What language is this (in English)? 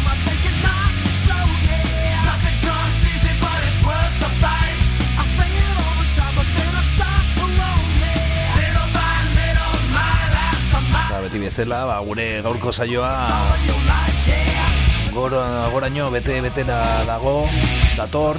Basque